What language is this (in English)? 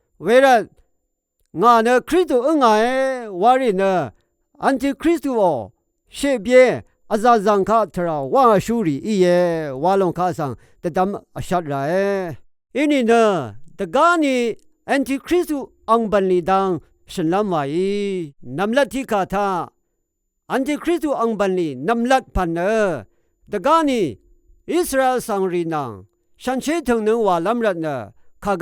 Rawang